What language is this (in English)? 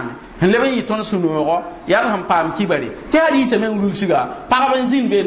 Mossi